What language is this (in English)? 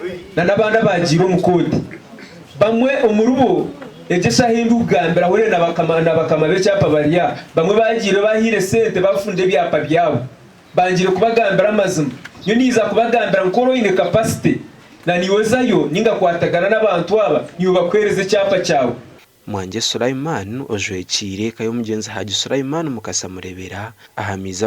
Nyankole